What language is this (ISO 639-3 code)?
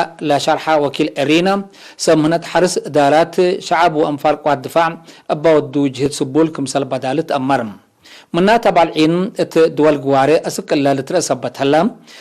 tig